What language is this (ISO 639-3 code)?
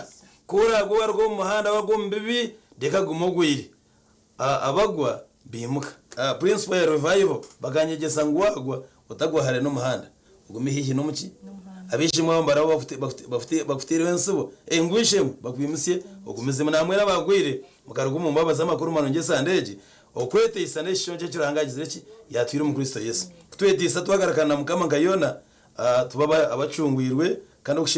nyn